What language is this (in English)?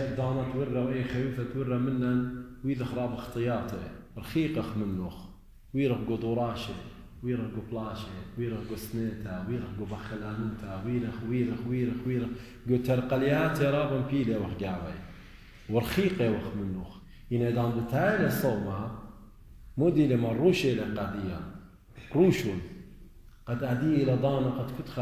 Assyrian Neo-Aramaic